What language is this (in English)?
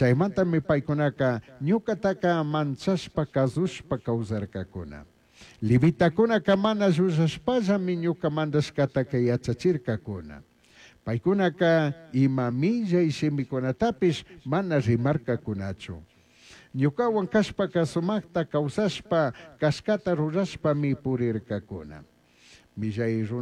Chimborazo Highland Quichua